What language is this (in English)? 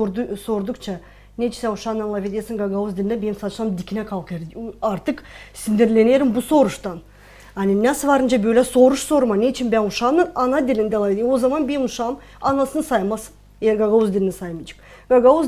Gagauz